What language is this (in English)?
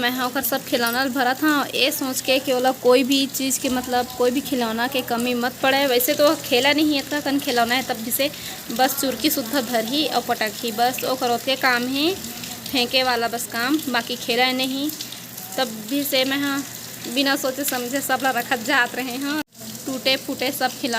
Chhattisgarhi